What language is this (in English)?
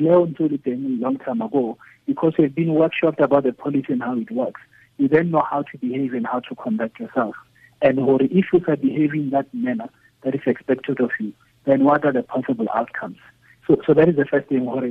Tswana